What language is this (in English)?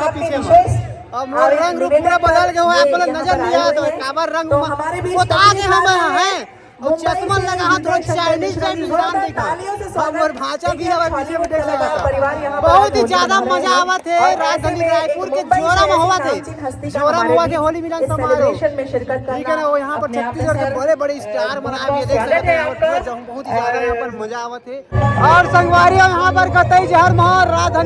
Chhattisgarhi